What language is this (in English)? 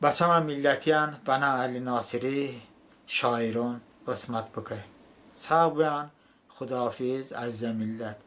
Talysh